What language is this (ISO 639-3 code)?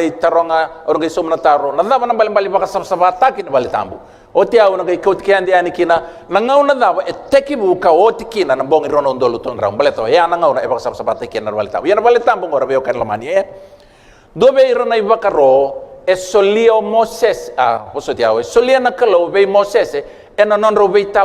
fij